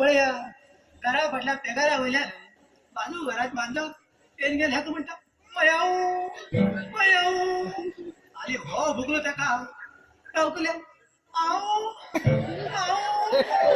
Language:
Konkani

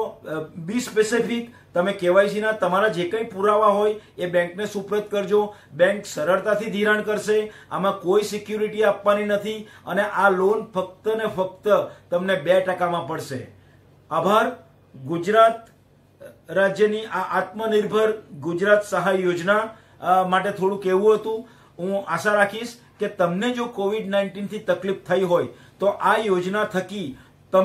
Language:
Gujarati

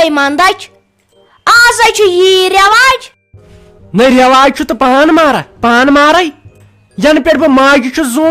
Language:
Kashmiri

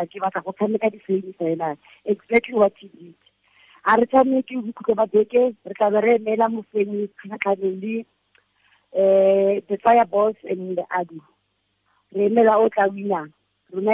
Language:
Tswana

